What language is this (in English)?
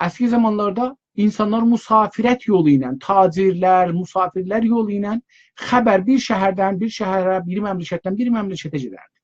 South Azerbaijani